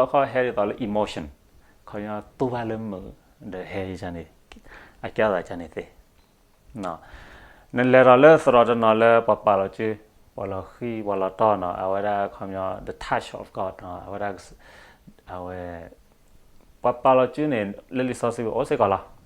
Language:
S'gaw Karen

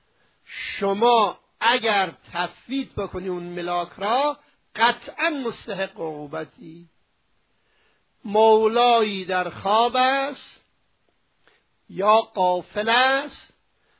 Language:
Persian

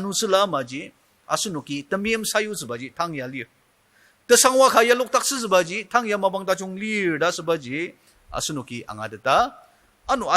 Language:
Ao Naga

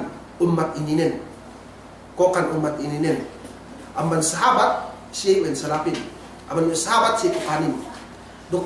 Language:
Yakan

